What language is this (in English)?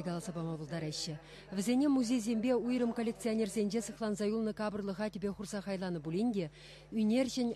Chuvash